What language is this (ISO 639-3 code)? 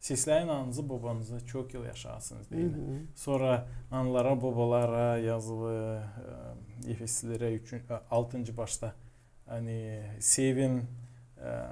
gag